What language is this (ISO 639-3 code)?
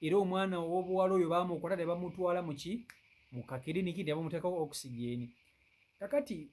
lug